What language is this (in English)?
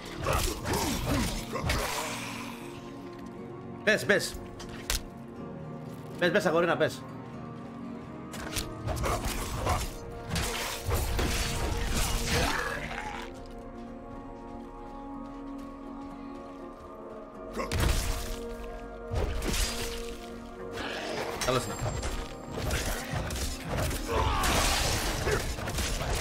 Greek